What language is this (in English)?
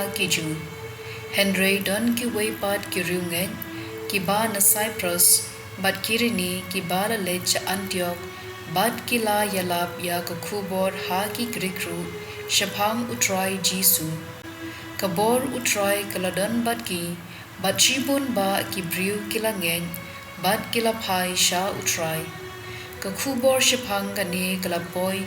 Khasi